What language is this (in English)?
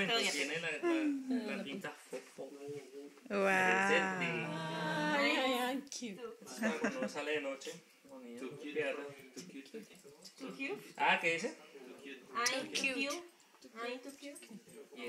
Spanish